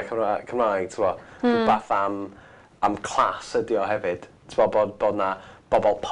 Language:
Welsh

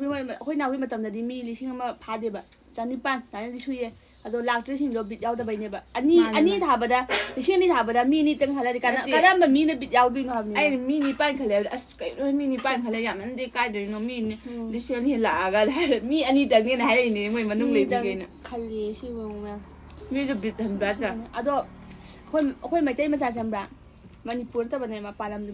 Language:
Manipuri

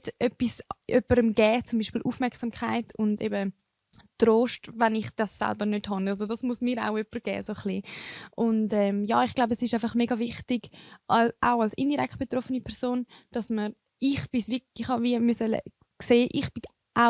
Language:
Swiss German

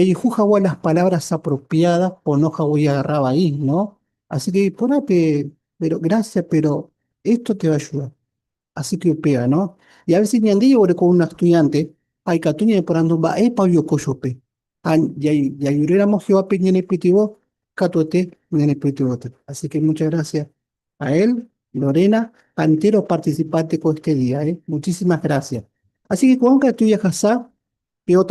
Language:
Guarani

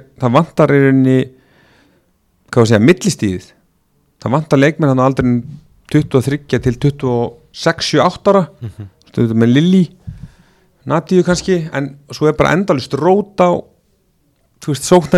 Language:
Icelandic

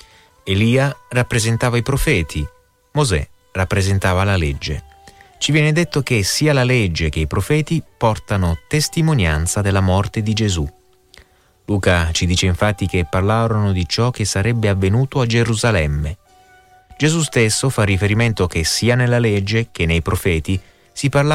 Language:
Italian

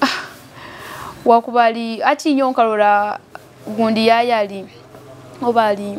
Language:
Nyoro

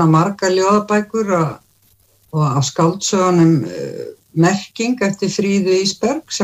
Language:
Icelandic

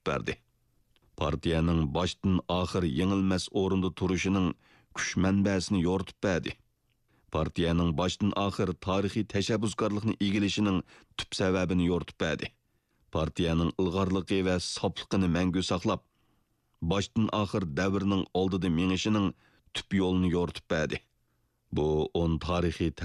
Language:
Uyghur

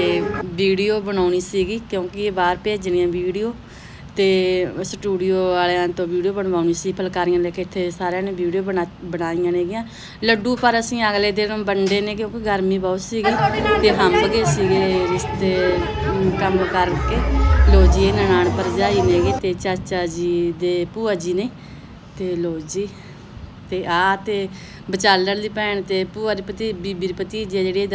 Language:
Punjabi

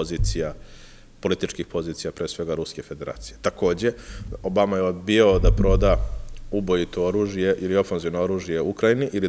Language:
Serbian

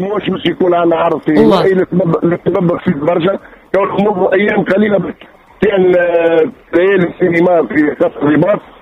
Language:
Tunisian Arabic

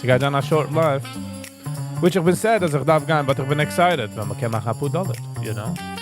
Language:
Yiddish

